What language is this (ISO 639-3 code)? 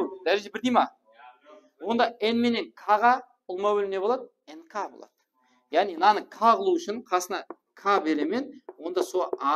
kaa